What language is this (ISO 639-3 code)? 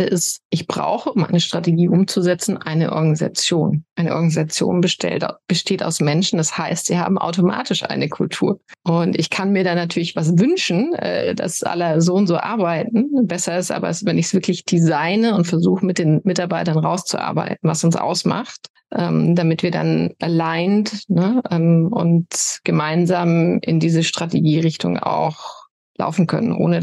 deu